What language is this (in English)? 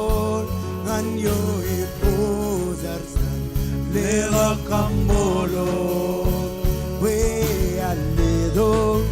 Marshallese